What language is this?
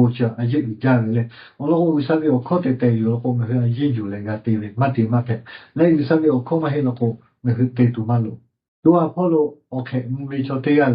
Lahu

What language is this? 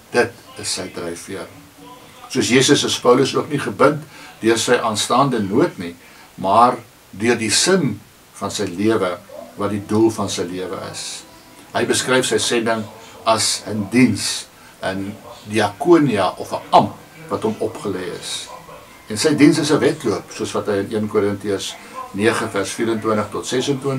Afrikaans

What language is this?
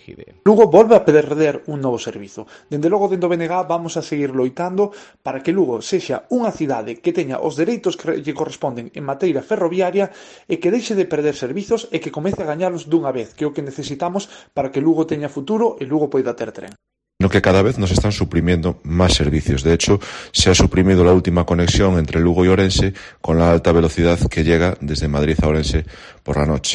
Galician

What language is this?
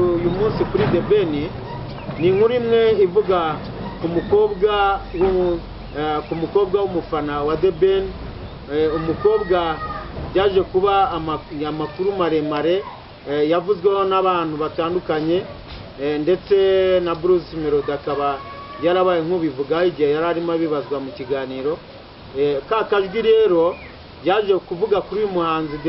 Kinyarwanda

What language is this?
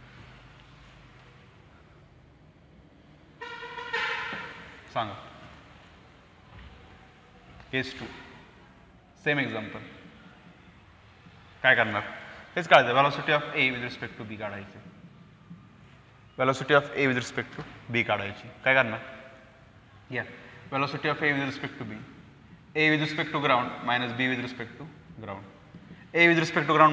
Marathi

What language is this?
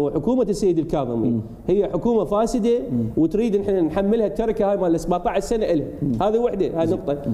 Mesopotamian Arabic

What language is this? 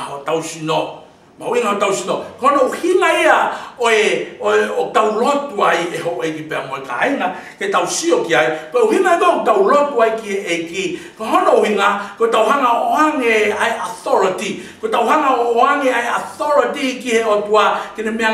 Tongan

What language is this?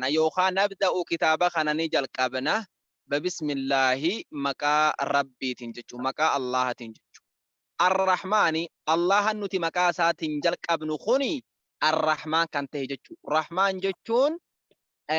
Oromo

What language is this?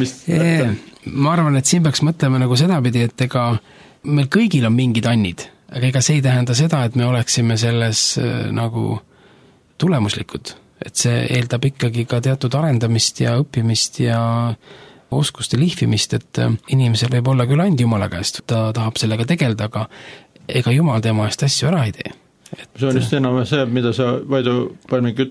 Estonian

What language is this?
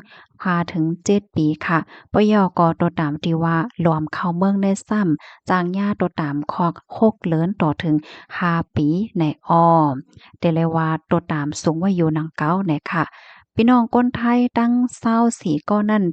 Shan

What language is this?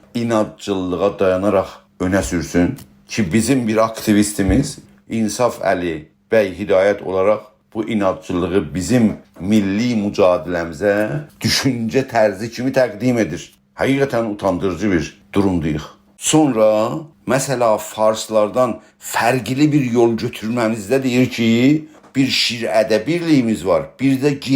South Azerbaijani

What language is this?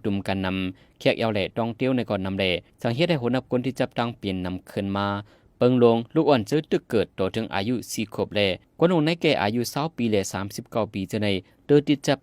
Shan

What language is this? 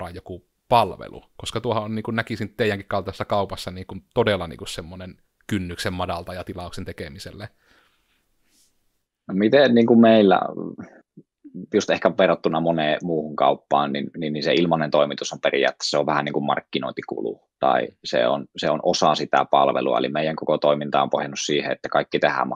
Finnish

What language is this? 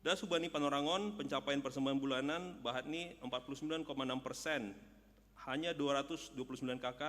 Batak Simalungun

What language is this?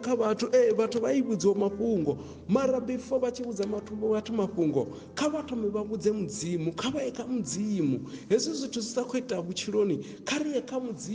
Venda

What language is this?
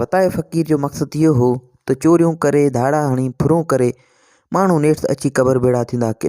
Sindhi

